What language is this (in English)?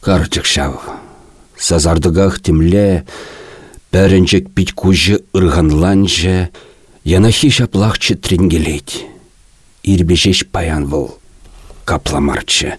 Chuvash